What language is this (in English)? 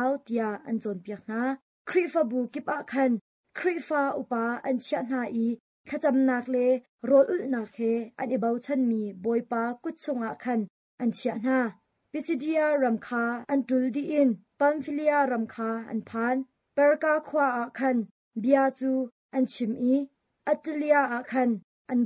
Hakha Chin